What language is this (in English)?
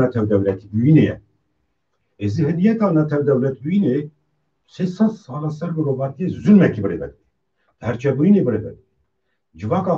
Kurdish